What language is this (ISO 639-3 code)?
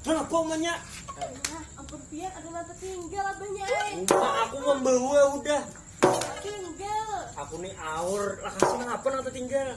bjn